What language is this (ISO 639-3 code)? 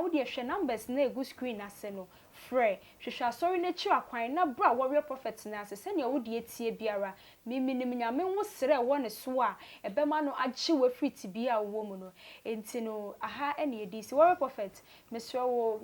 aka